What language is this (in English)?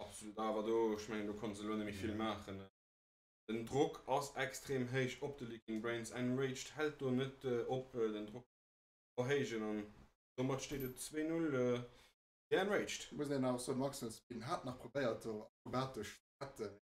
Luxembourgish